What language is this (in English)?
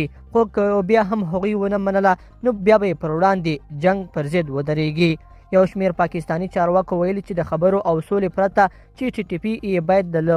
Pashto